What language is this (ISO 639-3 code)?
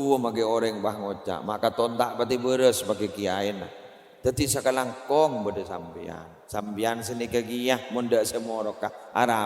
mad